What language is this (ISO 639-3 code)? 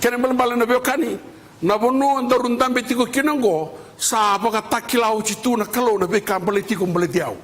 fij